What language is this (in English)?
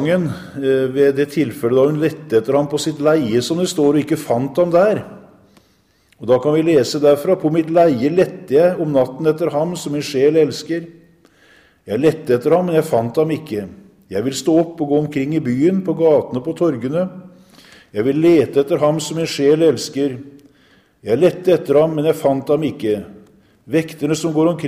Norwegian